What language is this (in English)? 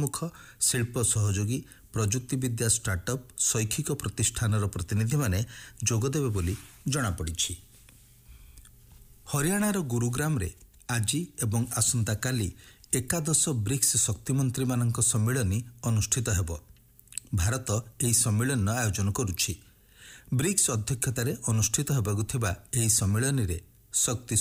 Odia